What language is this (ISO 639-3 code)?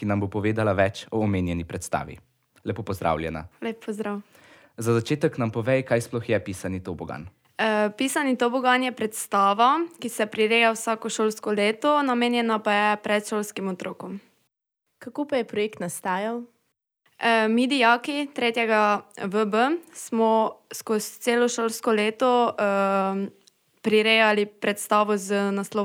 slv